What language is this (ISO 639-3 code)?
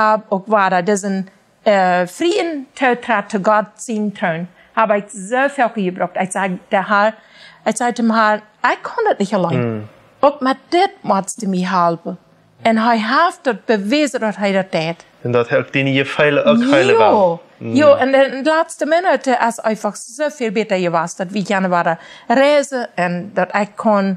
pdt